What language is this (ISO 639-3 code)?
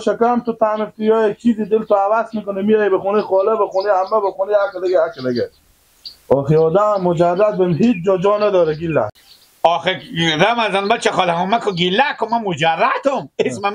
fas